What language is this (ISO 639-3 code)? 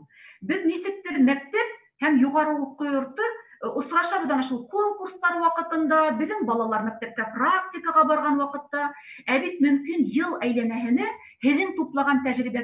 bak